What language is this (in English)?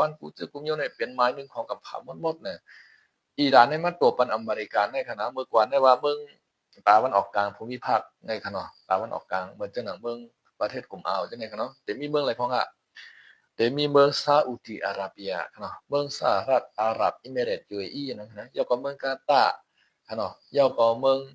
Shan